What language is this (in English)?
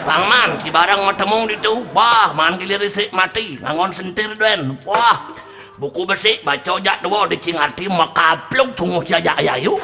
Balinese